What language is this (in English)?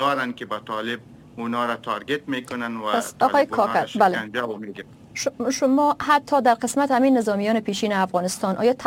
Persian